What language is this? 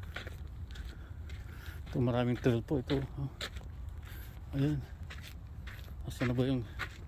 Filipino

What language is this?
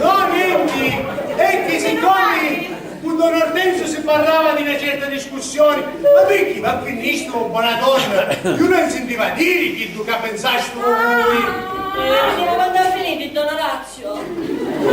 Sicilian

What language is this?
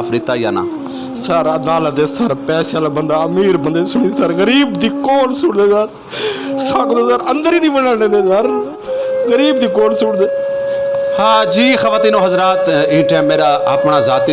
Saraiki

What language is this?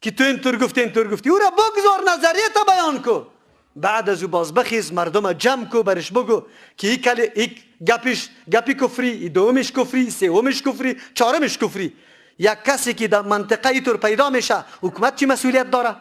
Persian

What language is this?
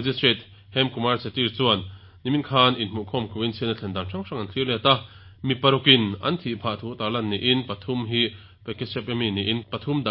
Mizo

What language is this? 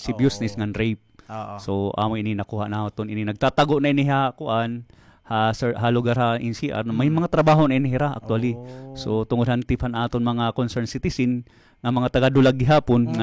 Waray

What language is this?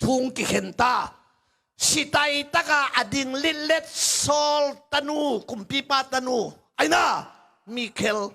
Tedim Chin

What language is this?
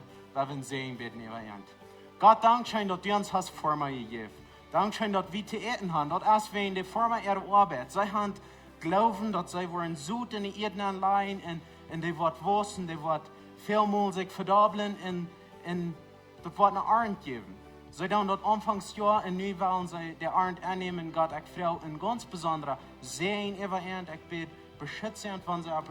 Plautdietsch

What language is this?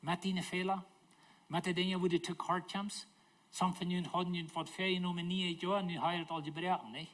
Plautdietsch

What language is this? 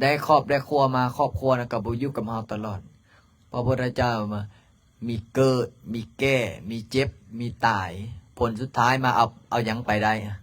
Lao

